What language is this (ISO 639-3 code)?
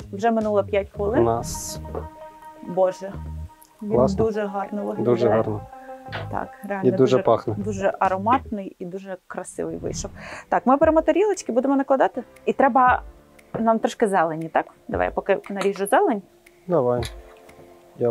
ukr